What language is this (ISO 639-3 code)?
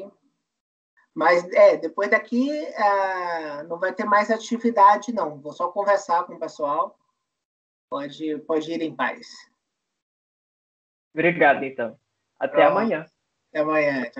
por